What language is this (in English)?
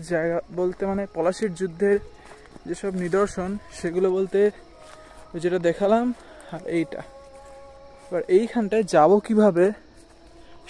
Bangla